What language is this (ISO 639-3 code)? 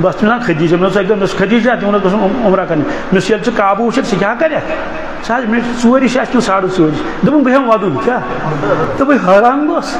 kas